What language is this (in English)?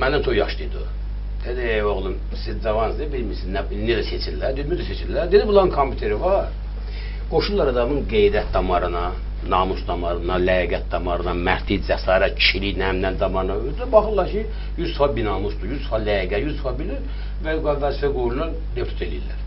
Azerbaijani